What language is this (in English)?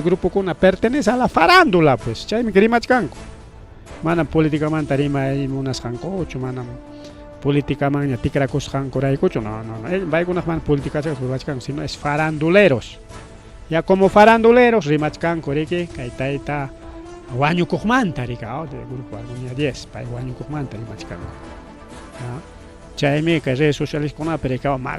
Ayacucho Quechua